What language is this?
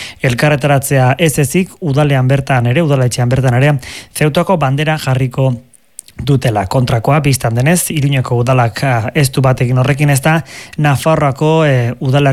Basque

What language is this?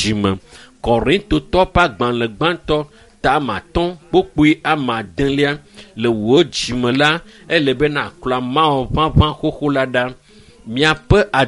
Ewe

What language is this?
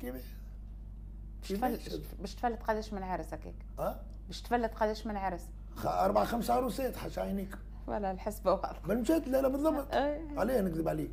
Tunisian Arabic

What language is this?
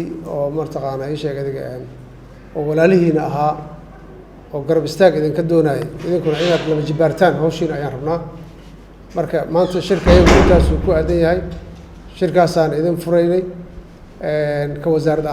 Somali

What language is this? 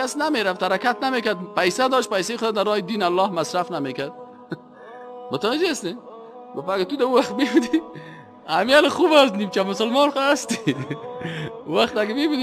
Persian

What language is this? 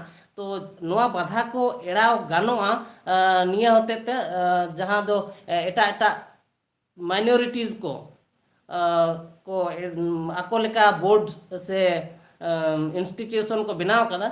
Santali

